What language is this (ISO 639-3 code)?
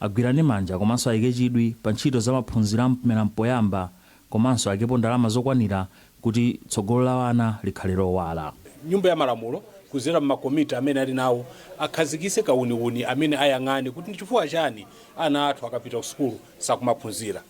nya